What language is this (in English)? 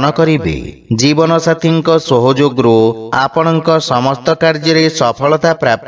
Odia